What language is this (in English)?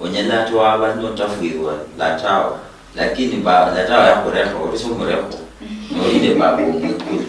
Luyia